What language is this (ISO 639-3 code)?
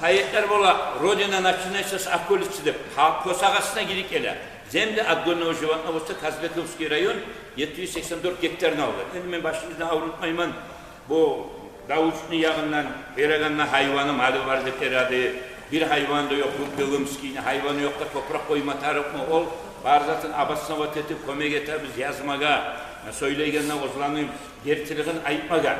kum